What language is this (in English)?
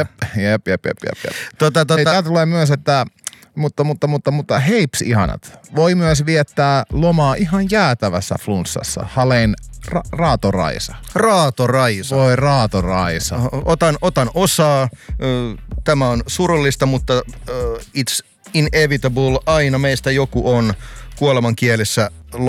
Finnish